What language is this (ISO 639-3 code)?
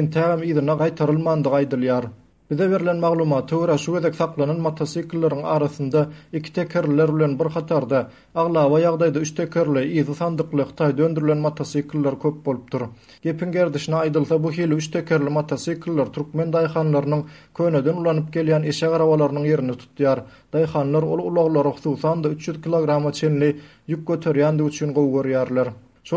tuk